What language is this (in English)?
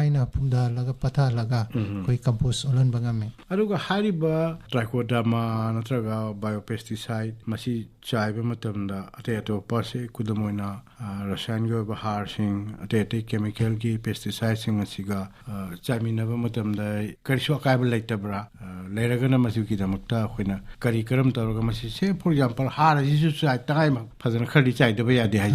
Manipuri